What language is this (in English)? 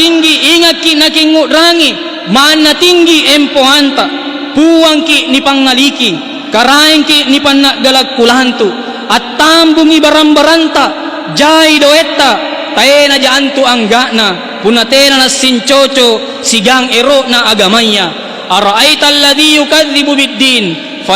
Makasar